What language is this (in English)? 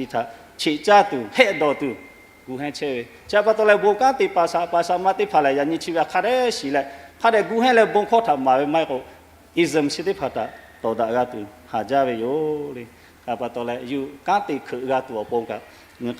Lahu